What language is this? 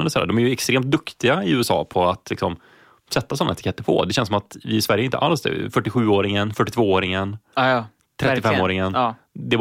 Swedish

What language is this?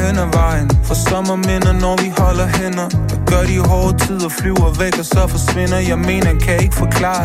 Danish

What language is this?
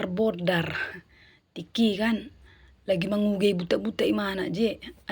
Batak Toba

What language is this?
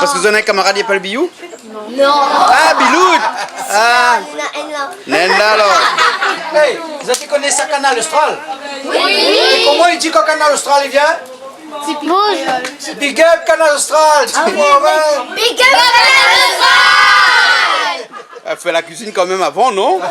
Réunion Creole French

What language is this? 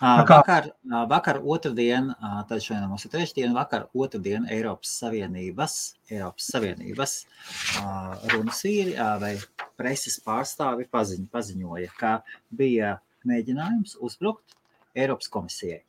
Latvian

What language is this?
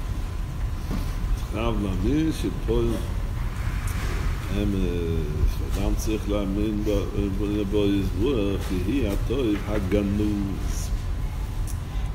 Hebrew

